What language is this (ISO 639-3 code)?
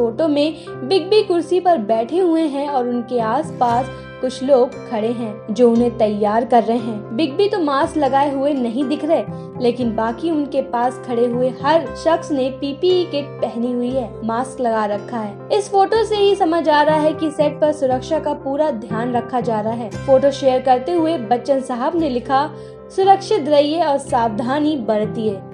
hin